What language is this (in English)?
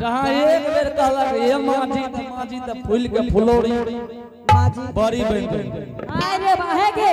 Angika